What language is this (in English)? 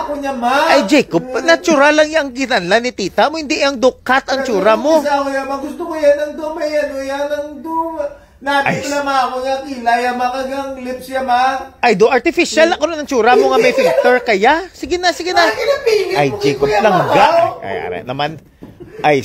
Hiligaynon